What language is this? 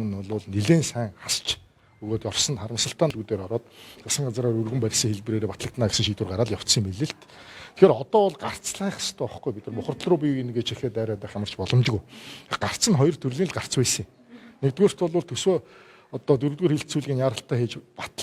Mongolian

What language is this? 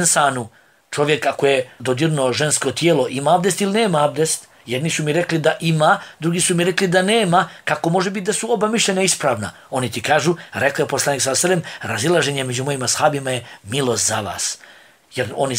Bosnian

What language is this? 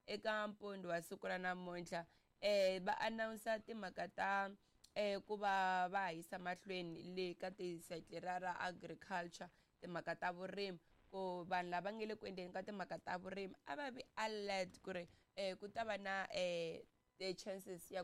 Tsonga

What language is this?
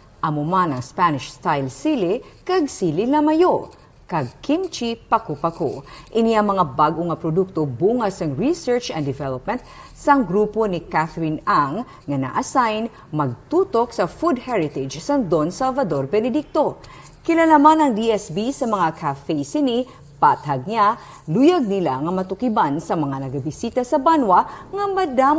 Hiligaynon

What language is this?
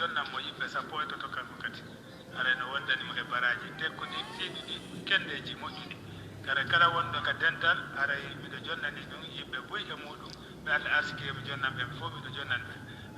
Fula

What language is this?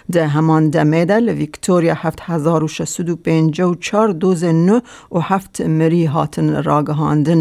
Kurdish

